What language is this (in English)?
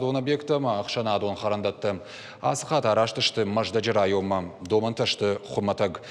Ossetic